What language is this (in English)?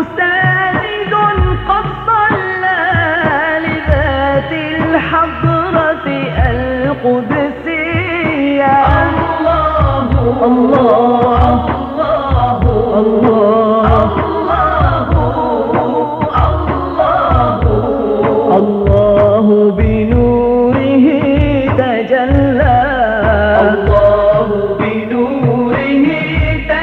Bosnian